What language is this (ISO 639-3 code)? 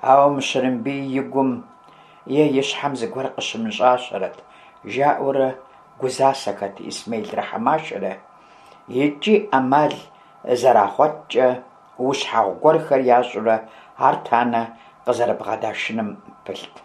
kbd